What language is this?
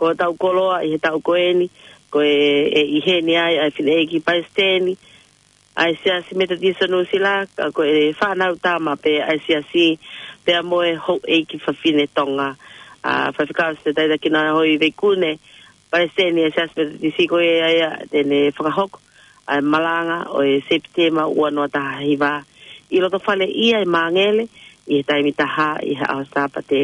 Tongan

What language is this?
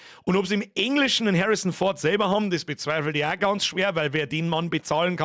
Bavarian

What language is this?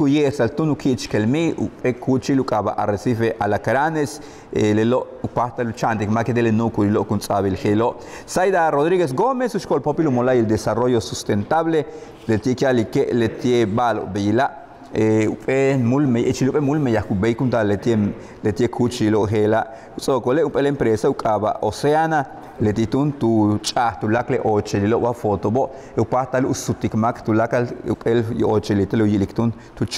Yucateco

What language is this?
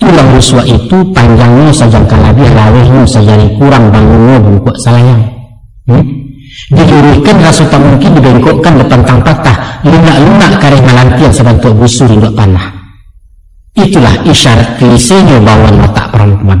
Minangkabau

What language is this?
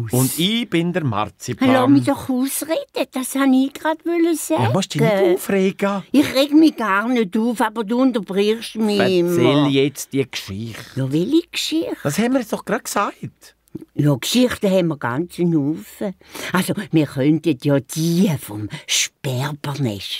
Swiss German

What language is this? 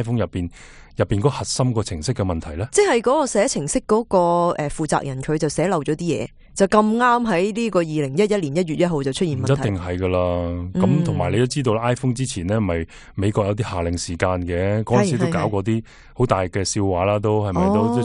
Cantonese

